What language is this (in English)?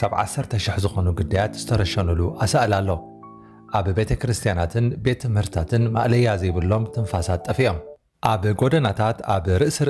Tigrinya